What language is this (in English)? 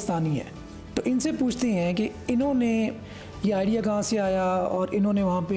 Hindi